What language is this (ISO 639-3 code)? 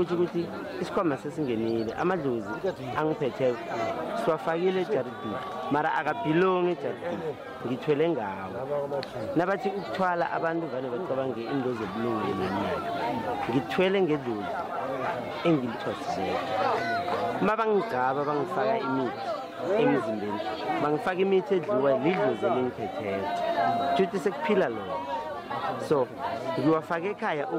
nbl